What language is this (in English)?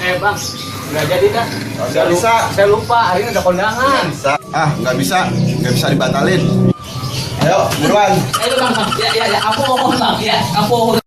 Betawi